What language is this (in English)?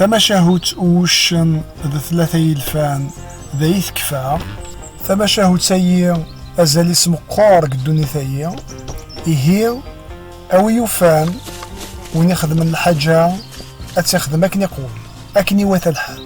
Kabyle